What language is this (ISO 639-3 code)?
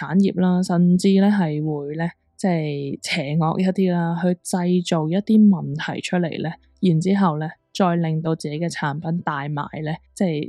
yue